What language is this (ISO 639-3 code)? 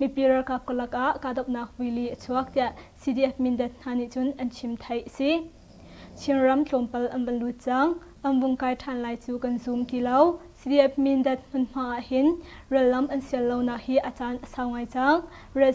cnh